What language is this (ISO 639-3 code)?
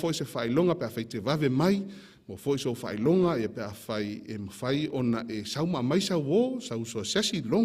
smo